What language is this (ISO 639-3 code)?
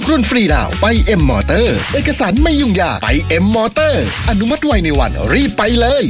tha